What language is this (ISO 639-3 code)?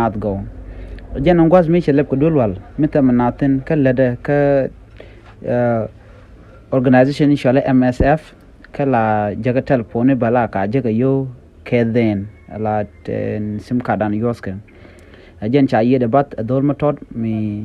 nus